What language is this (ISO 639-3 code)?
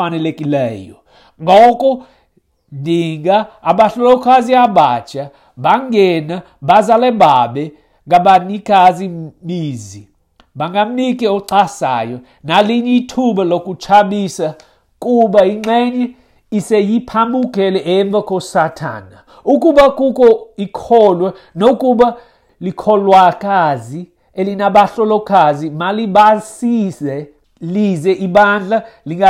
xho